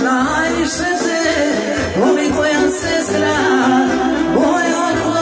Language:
Serbian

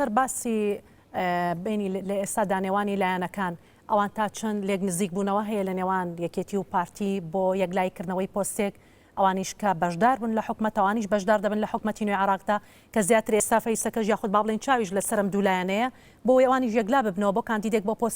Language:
Central Kurdish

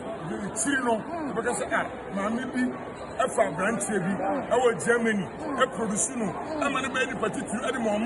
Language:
Akan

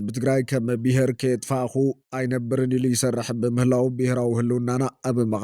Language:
Tigrinya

